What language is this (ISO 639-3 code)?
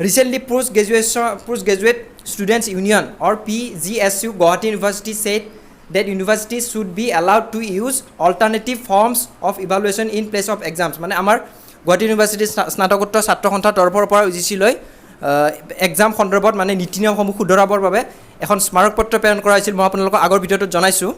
asm